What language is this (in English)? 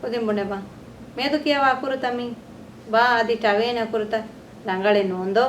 Divehi